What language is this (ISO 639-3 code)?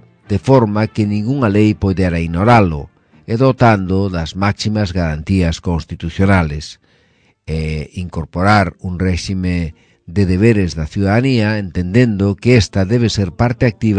glg